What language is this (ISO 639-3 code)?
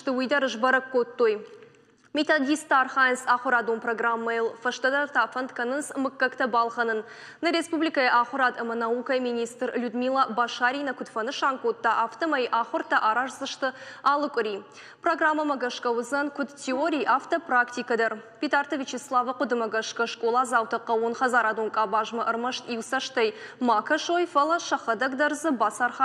oss